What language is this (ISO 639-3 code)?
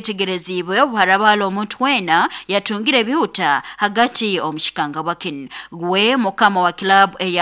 nyo